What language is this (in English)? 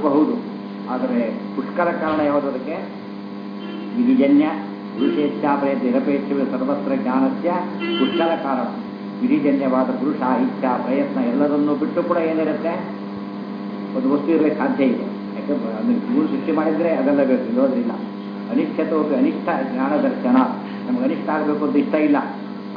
Kannada